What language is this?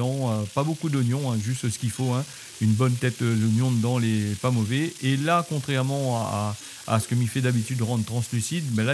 Réunion Creole French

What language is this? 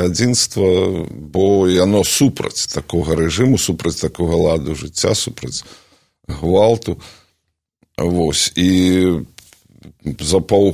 Belarusian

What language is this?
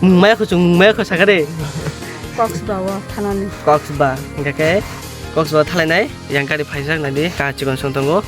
Kok Borok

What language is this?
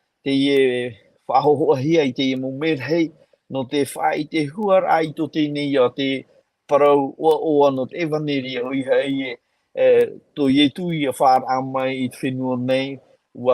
Tahitian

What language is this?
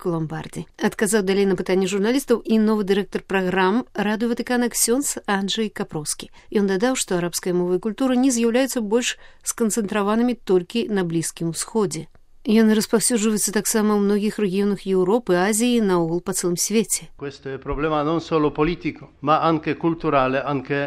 Belarusian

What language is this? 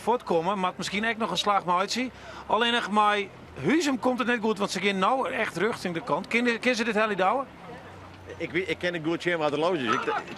Western Frisian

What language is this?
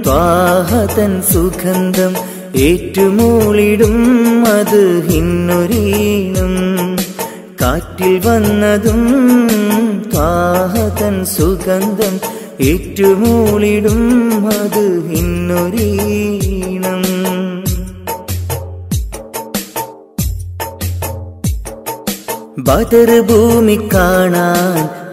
Malayalam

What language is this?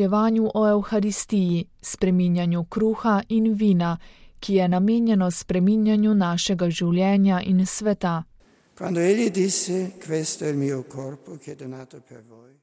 Slovenian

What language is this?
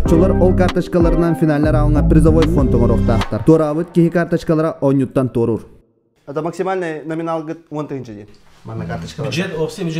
Yakut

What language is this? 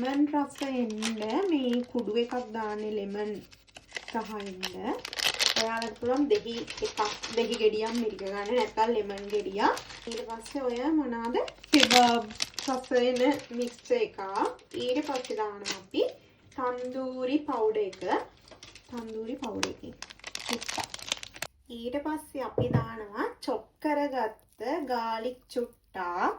Sinhala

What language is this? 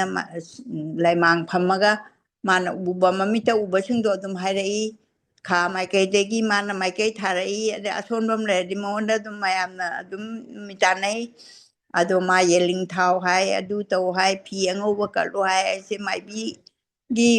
Manipuri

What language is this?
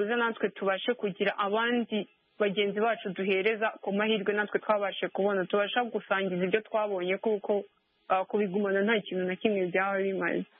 Kinyarwanda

